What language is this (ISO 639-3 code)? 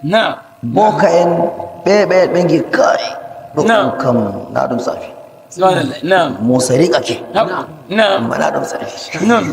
fuv